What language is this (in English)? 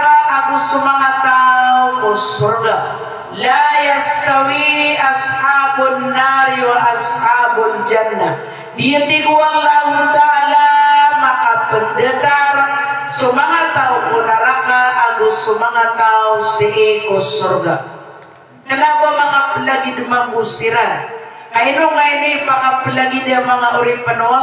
Maranao